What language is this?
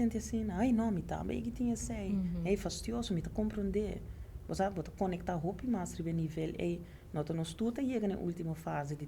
Papiamento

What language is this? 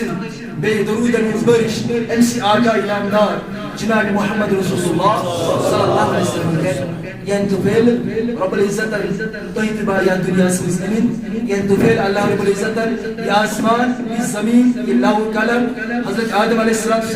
Kashmiri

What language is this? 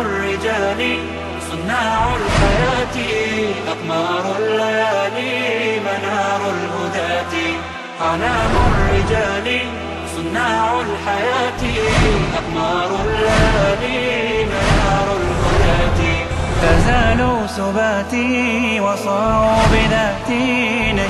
Bosnian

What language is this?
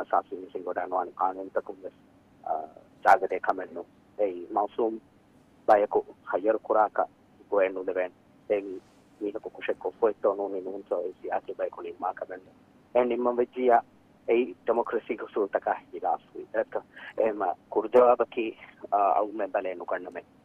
Divehi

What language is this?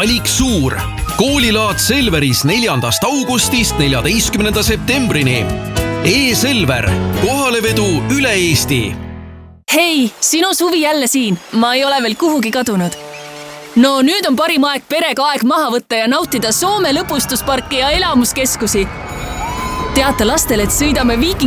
Estonian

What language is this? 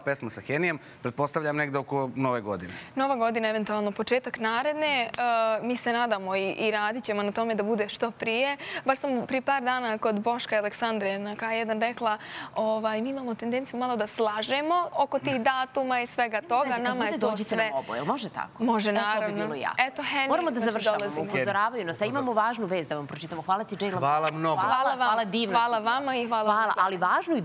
Serbian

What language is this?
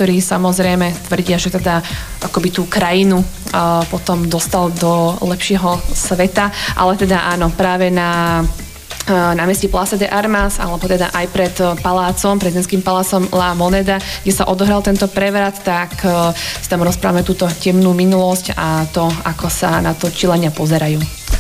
Slovak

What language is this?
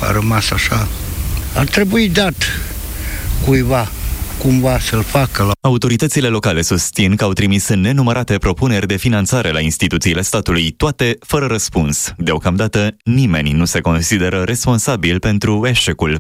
Romanian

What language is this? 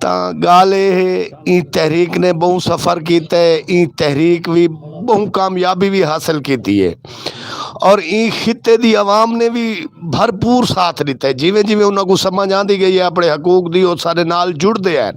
Saraiki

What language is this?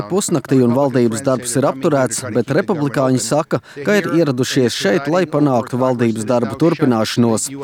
Latvian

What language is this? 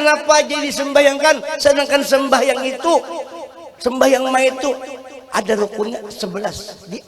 Banjar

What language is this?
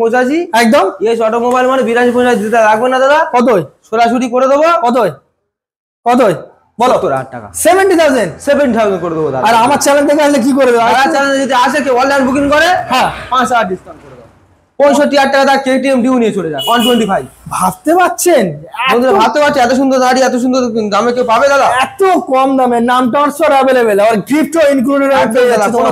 Bangla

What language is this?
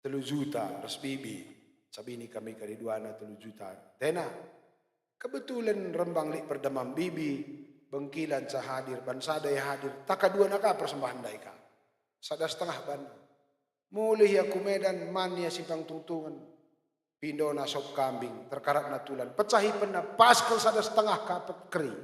Batak Karo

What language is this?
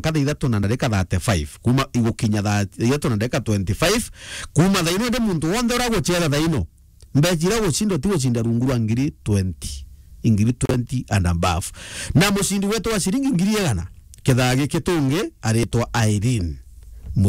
Meru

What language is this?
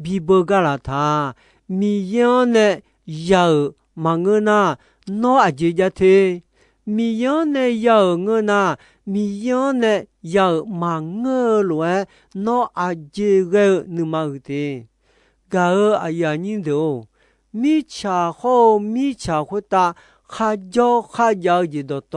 Akha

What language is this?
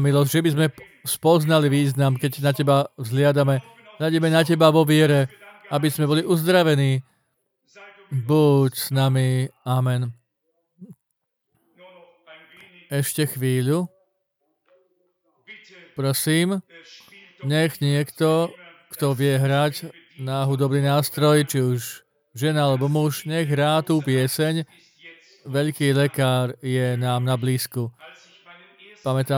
Slovak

